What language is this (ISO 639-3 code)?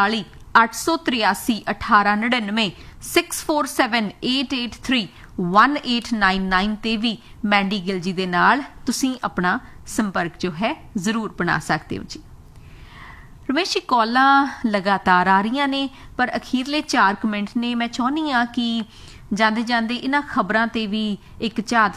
pan